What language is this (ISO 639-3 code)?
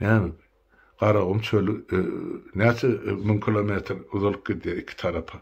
tuk